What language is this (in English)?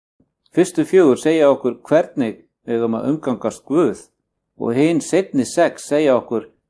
Icelandic